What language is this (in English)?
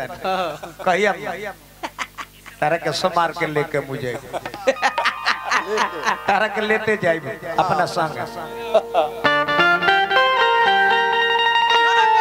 Bhojpuri